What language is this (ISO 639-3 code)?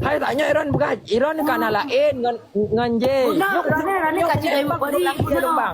ace